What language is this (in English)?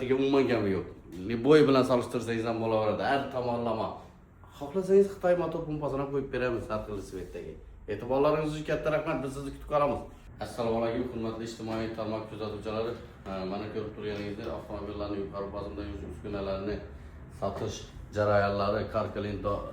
Uzbek